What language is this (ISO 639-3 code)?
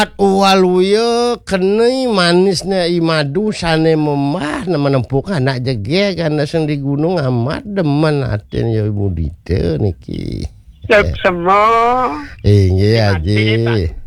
ban